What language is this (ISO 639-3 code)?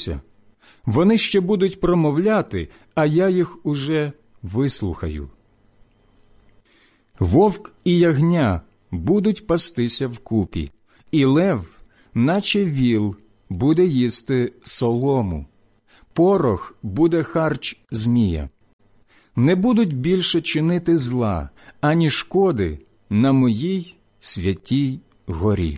ukr